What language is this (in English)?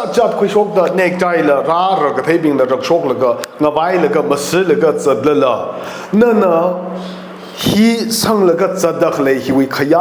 Tangkhul Naga (India)